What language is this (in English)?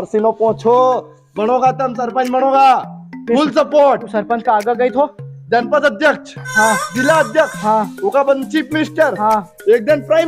Rajasthani